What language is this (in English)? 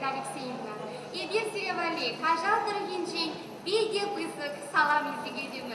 Chuvash